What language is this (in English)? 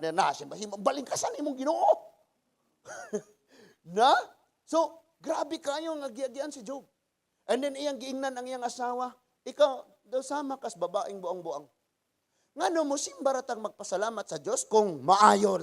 Cebuano